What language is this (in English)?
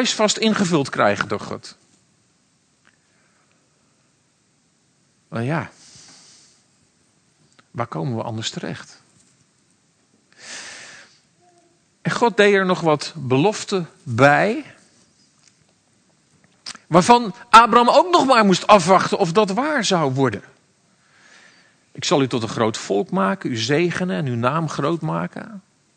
Dutch